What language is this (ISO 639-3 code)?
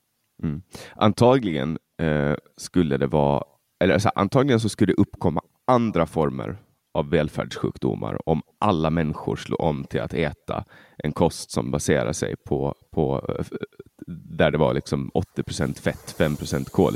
swe